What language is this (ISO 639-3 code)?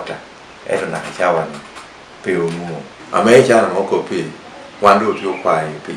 ach